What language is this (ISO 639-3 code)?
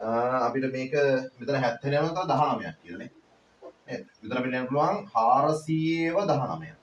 sin